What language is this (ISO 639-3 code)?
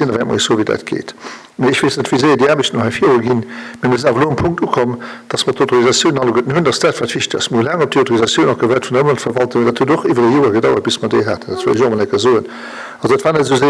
ltz